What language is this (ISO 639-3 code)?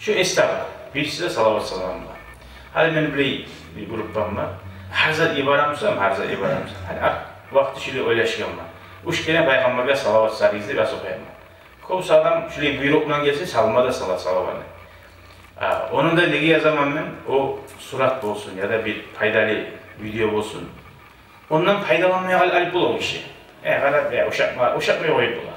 kum